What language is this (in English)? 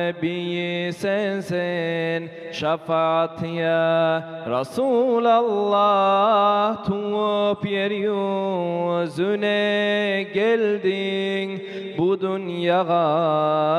Kumyk